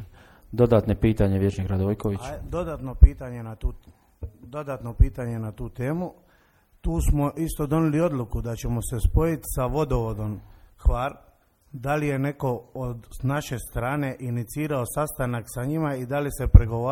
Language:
Croatian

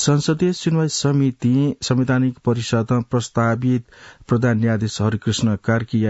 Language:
Newari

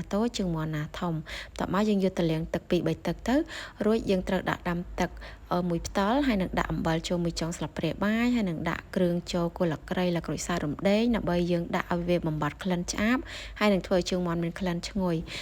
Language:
Khmer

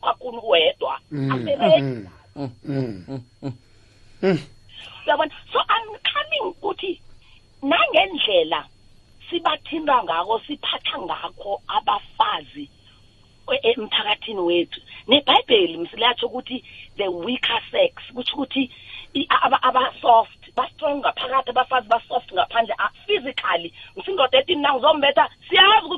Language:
South Ndebele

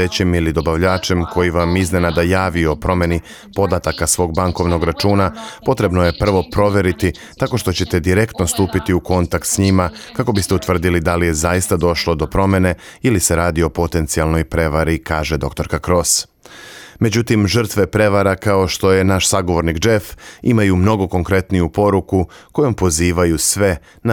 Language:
Serbian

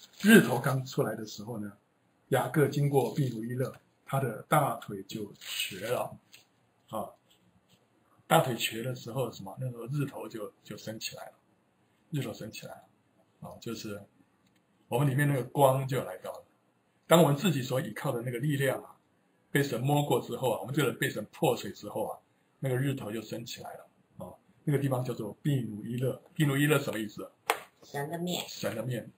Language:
Chinese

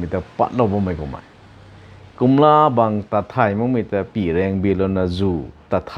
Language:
Rongmei Naga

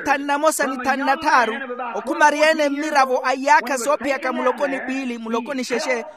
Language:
Makhuwa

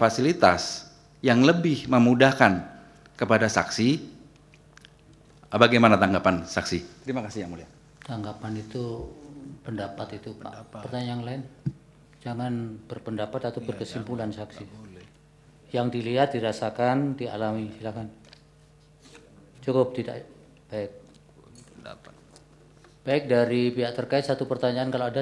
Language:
Indonesian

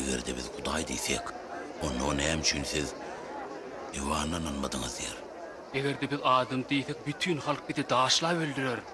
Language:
Turkmen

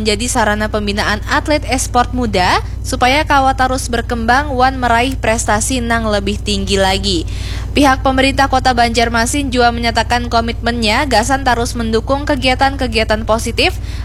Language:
Banjar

